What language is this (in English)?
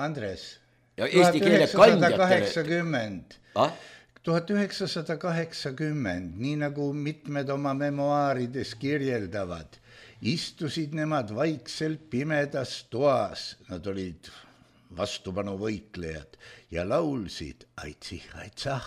Estonian